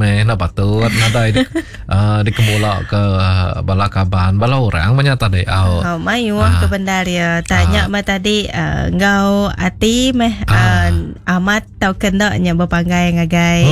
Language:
Iban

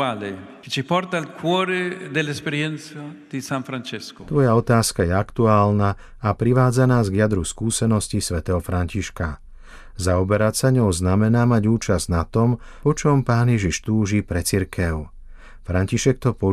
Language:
Slovak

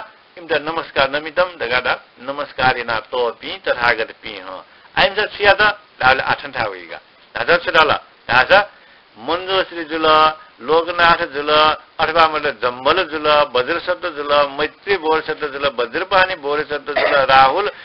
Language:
Newari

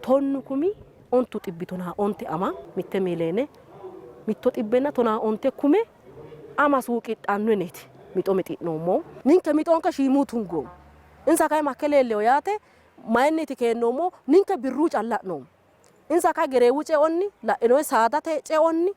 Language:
Sidamo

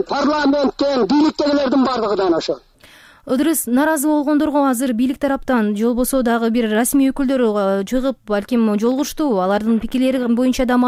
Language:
Kyrgyz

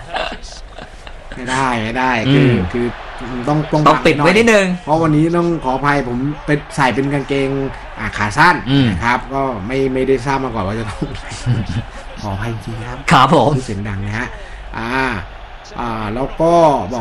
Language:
Thai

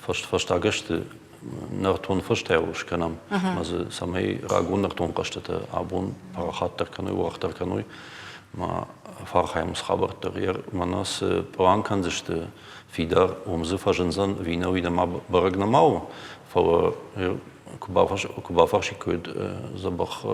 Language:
Ossetic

